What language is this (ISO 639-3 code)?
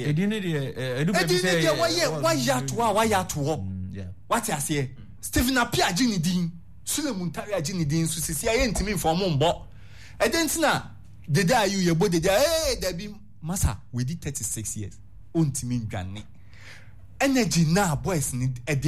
aka